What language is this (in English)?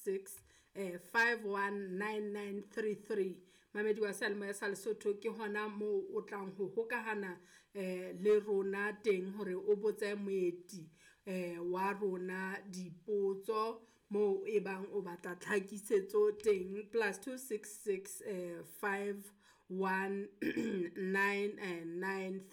Southern Sotho